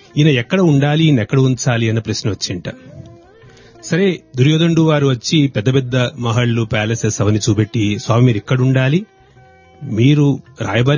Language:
Telugu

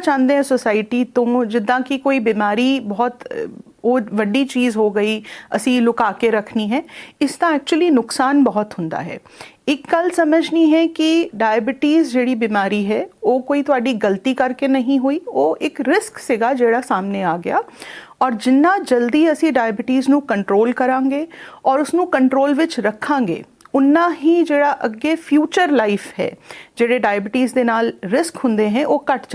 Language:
Punjabi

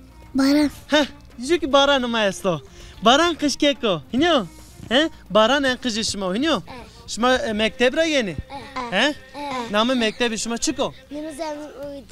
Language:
Zaza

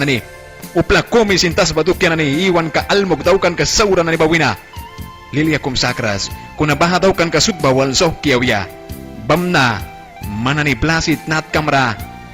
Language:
Mískito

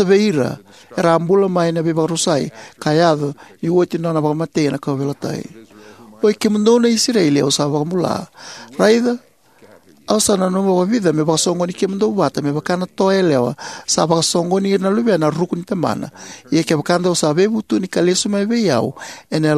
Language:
Fijian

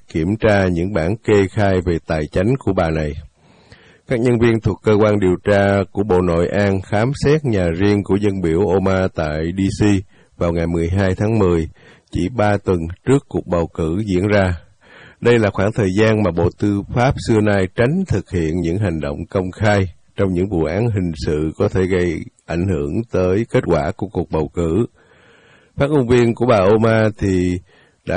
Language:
Vietnamese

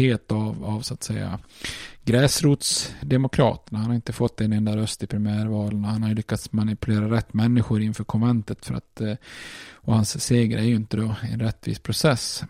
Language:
Swedish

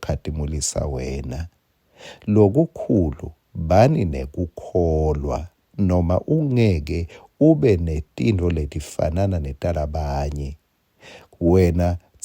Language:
Swati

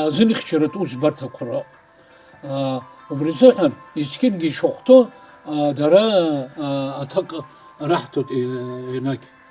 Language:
Abkhazian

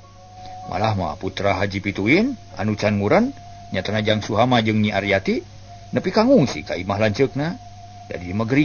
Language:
Sundanese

